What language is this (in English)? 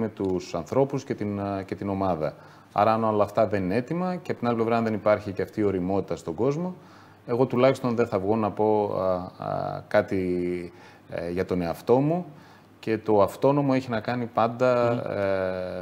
Greek